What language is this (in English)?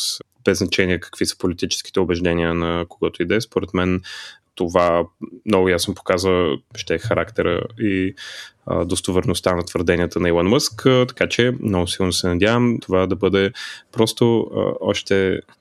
Bulgarian